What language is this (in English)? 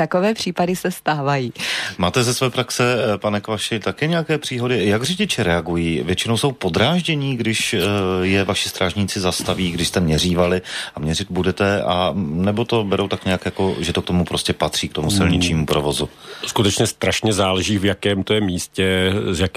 Czech